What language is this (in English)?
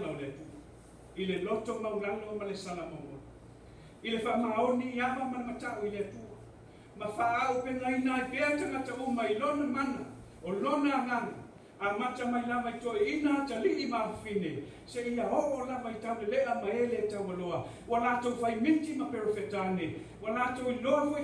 Samoan